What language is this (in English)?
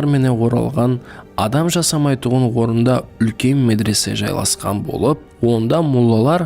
Kara-Kalpak